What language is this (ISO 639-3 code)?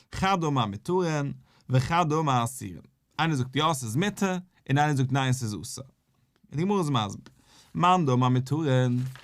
yid